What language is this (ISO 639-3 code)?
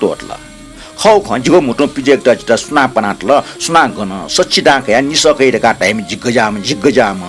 new